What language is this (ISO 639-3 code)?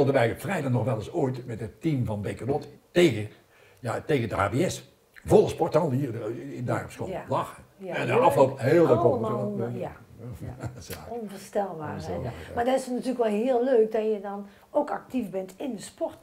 nld